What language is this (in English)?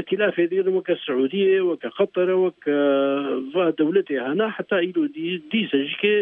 Kurdish